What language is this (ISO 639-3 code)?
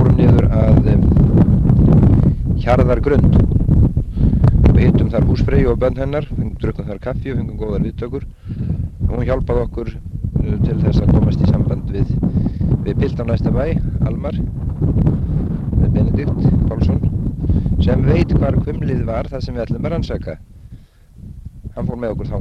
isl